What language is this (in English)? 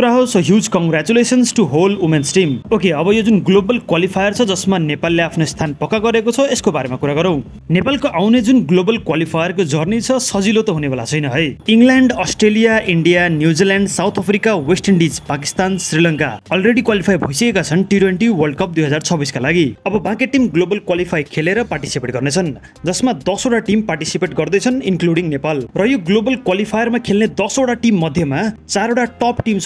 Nepali